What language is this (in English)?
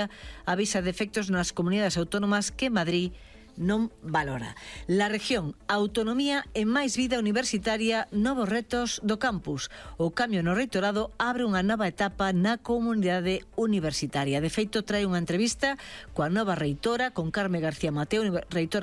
Galician